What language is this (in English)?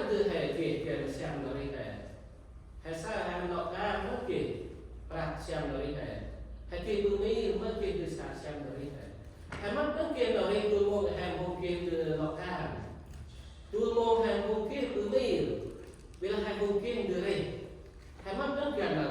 Central Mnong